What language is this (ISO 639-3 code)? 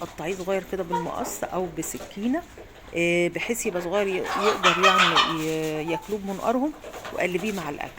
arz